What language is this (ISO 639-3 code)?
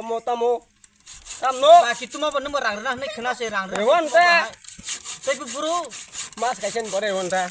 trp